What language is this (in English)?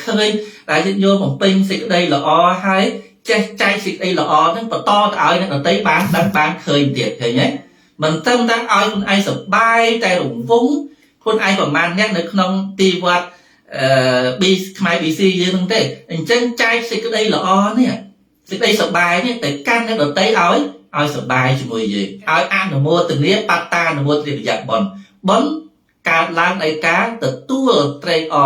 Khmer